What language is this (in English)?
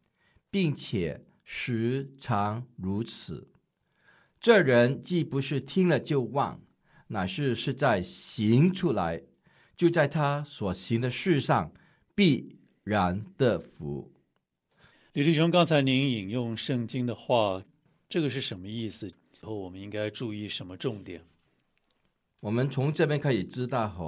Chinese